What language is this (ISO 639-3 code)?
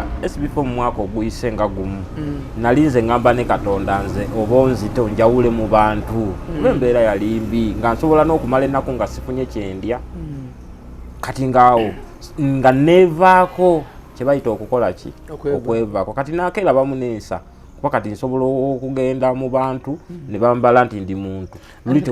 lug